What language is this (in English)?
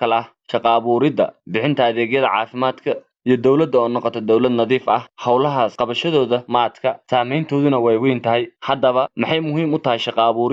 Somali